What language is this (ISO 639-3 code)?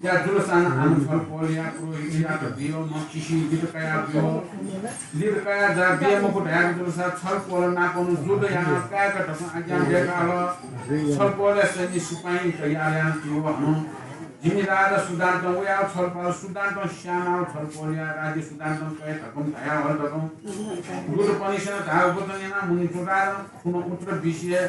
new